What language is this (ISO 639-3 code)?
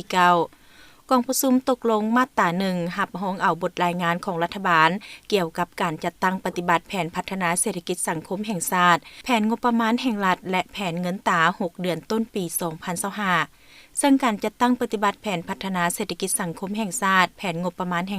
lao